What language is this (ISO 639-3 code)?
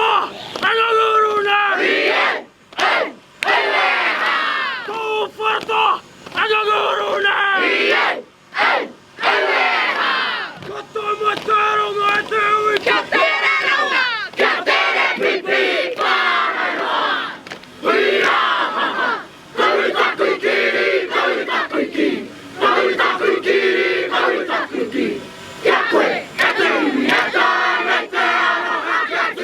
mri